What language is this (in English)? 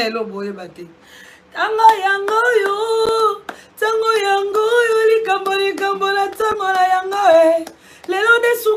Lingala